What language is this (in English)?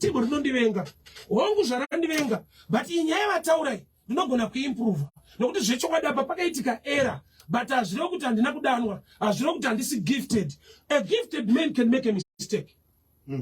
Shona